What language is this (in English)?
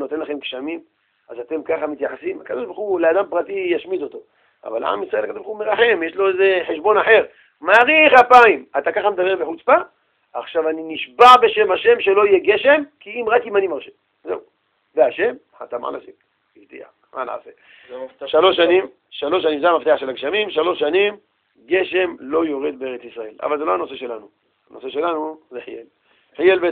Hebrew